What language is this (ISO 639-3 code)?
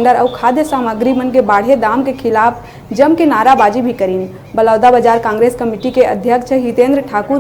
hne